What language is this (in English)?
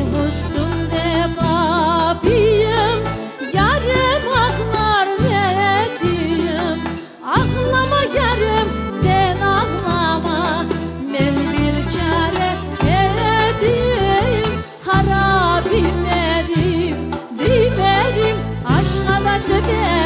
Crimean Tatar